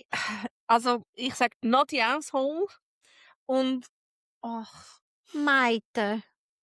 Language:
Swiss German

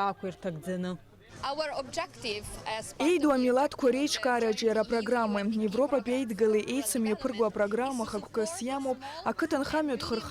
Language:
Abkhazian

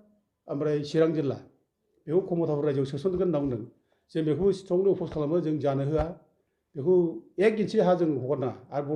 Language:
Bodo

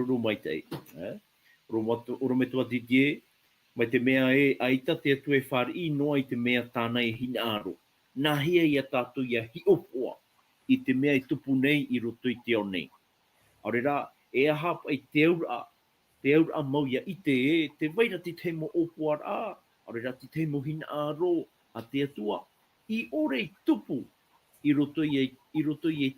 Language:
Tahitian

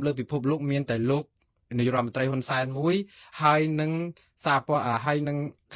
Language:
Khmer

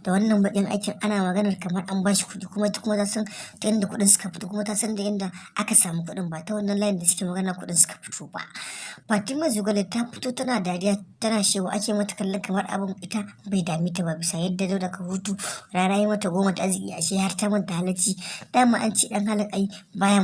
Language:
Hausa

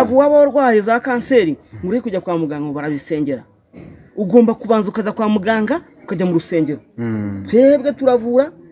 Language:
Kinyarwanda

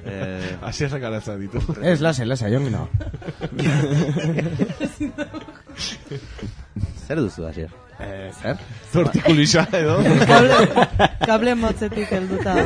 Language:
Basque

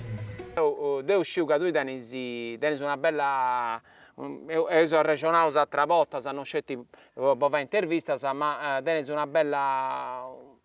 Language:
Sardinian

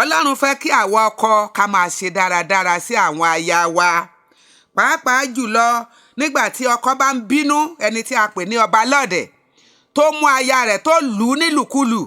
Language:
Yoruba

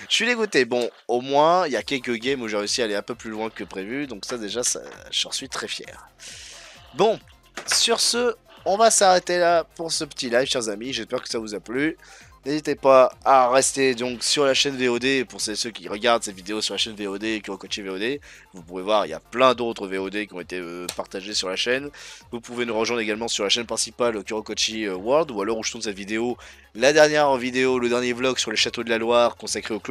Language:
French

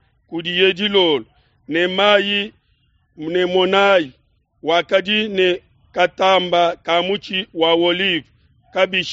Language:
Luba-Lulua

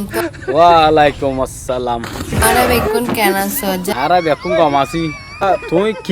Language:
Rohingya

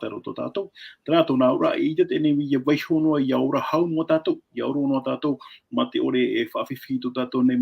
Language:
Tahitian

